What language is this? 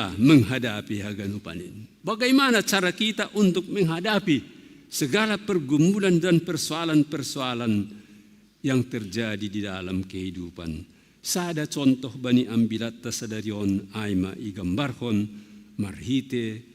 Batak Simalungun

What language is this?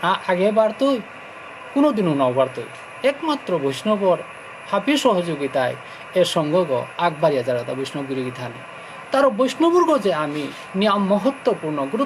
Bishnupriya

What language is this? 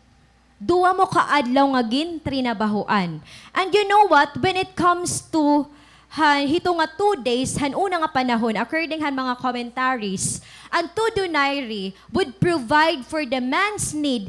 Waray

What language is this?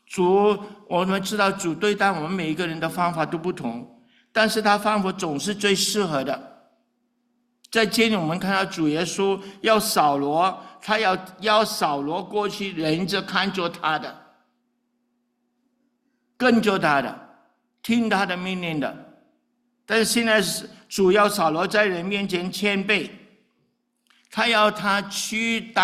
Chinese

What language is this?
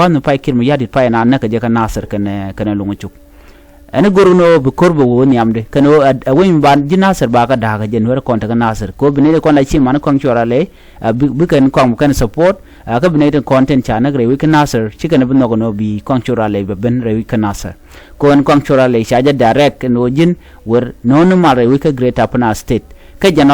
Nuer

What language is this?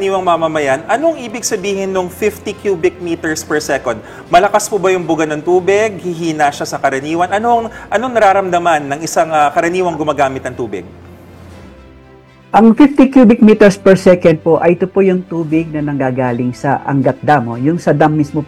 Filipino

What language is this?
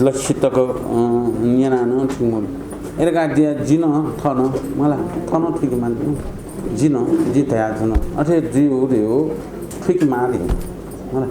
Newari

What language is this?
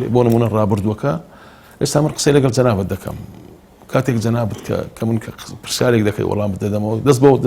Central Kurdish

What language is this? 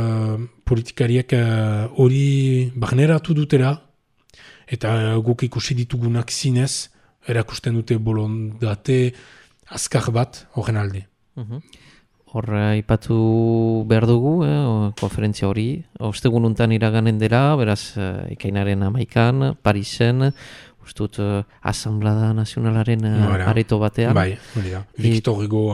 Basque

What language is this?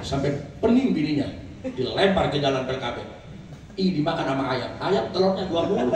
Betawi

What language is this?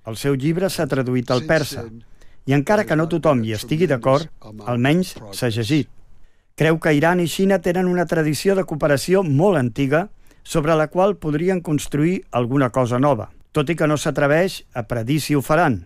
Catalan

